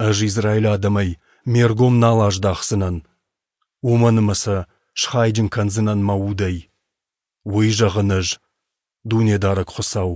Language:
Ossetic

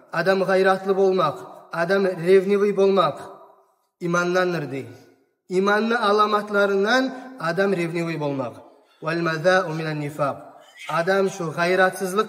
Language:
Kumyk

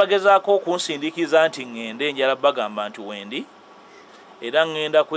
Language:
Ganda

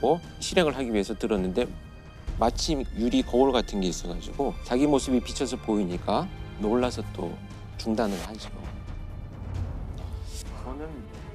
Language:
Korean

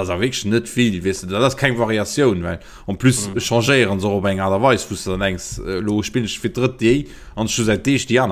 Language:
Luxembourgish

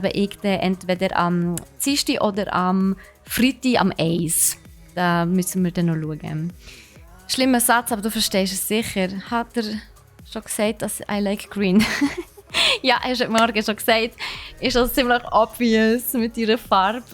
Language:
Swiss German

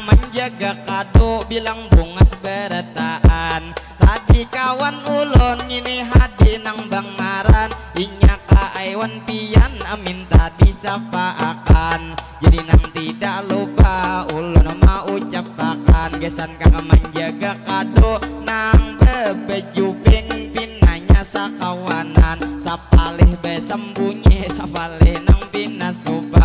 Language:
Banjar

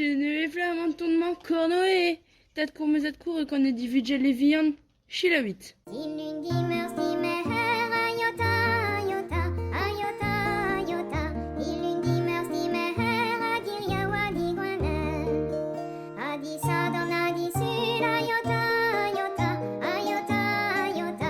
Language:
Breton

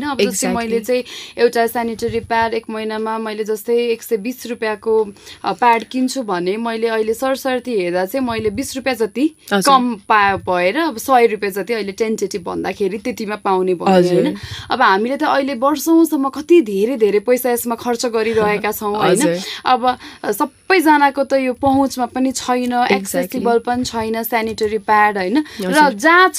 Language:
Nepali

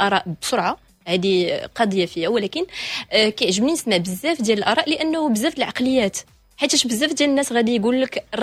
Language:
Moroccan Arabic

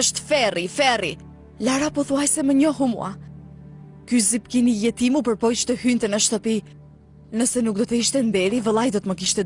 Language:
Albanian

